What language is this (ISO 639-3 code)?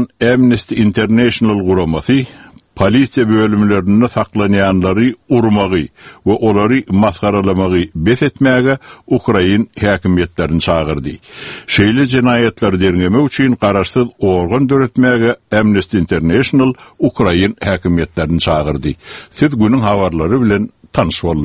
tuk